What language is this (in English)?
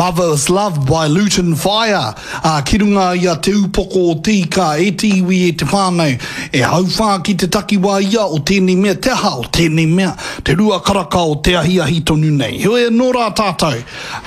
Māori